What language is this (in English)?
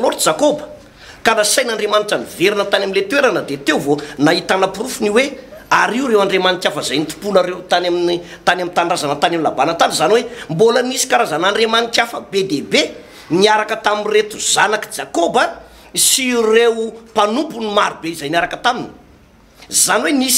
Malagasy